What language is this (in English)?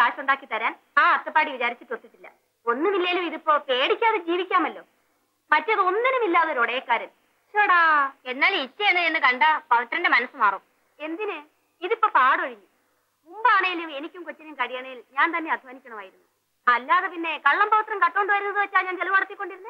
Malayalam